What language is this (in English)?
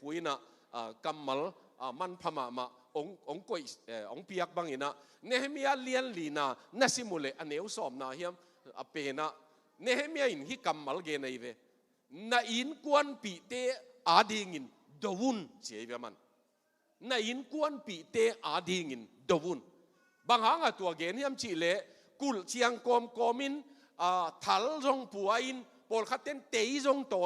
Tedim Chin